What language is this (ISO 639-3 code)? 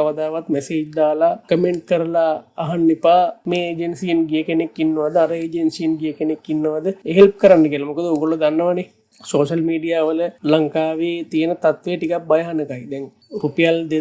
sin